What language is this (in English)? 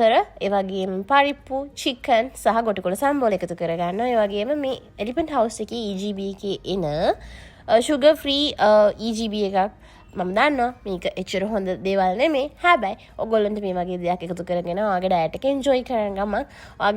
Sinhala